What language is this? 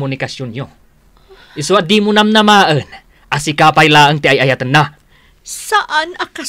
Iloko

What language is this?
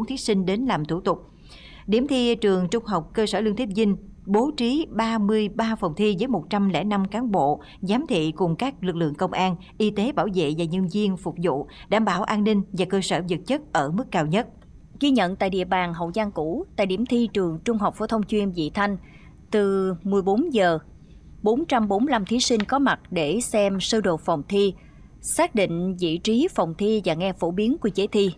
Vietnamese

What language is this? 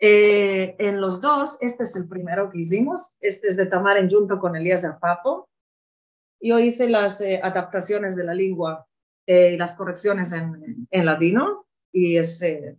Ladino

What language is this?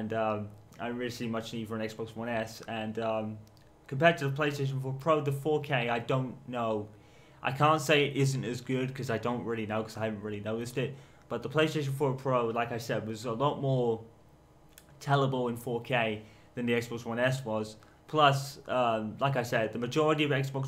English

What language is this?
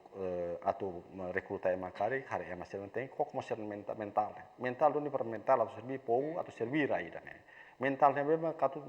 Tetum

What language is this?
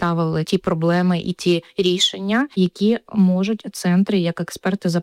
Ukrainian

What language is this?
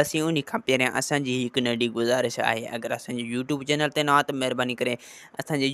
Sindhi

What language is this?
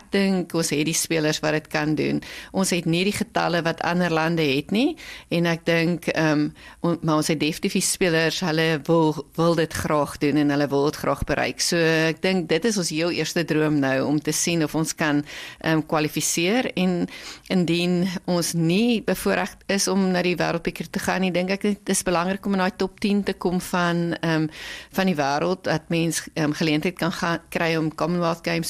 Afrikaans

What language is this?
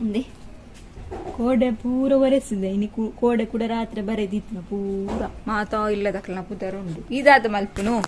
Tulu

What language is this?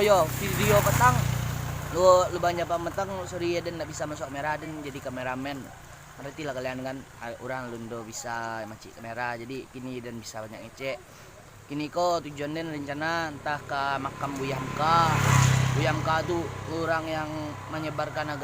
Minangkabau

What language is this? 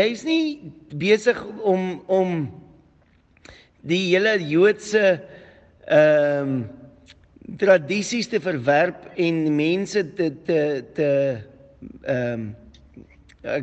Afrikaans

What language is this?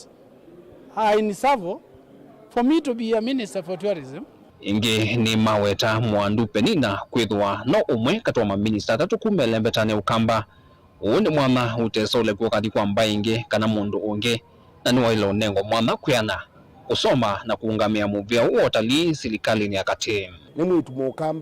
Kamba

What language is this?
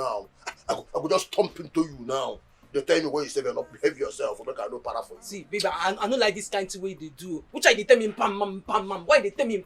Nigerian Pidgin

